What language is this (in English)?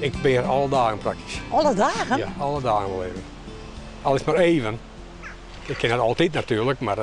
Western Frisian